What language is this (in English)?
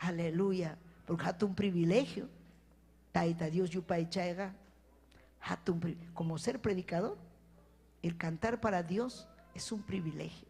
Ayacucho Quechua